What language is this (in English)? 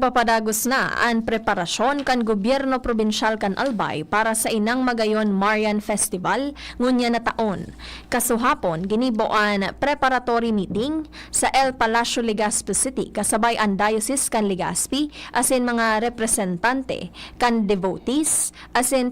Bikol